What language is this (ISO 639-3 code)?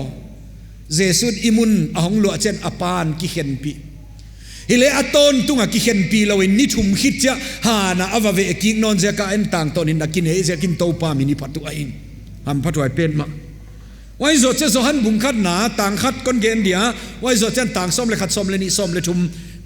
pck